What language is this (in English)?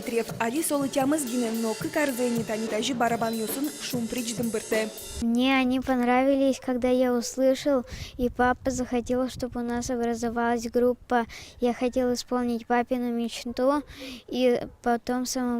Udmurt